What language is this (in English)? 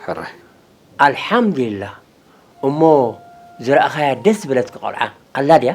Tigrinya